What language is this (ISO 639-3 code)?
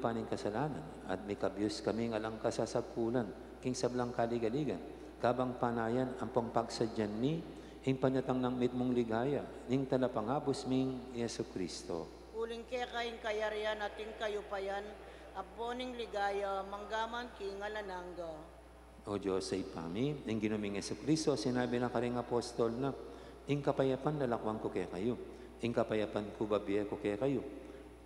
pam